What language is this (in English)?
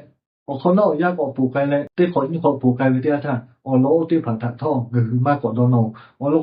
Lahu